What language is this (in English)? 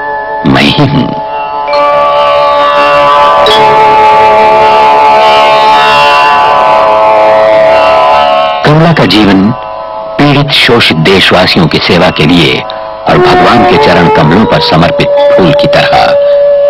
Hindi